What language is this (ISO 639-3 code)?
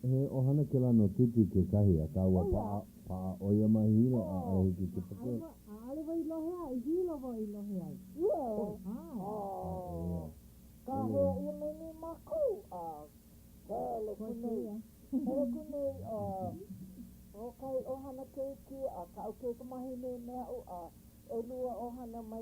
haw